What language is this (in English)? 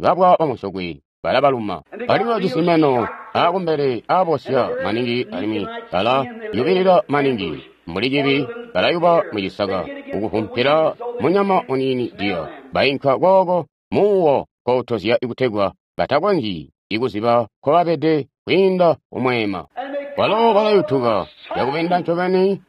Tonga (Zambia)